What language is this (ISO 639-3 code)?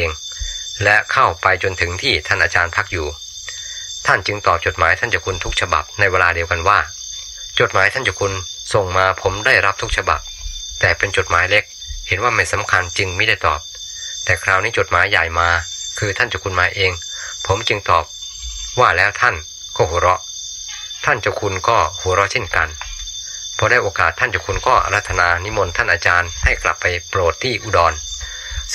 tha